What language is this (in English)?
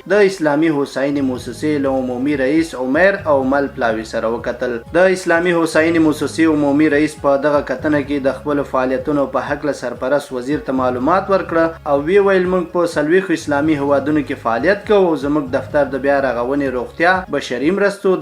Pashto